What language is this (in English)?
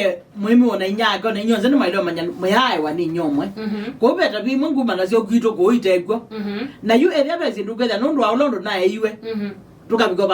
Kamba